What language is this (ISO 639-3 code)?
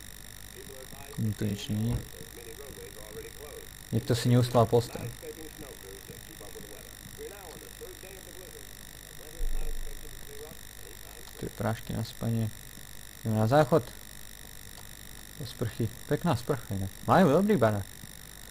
slk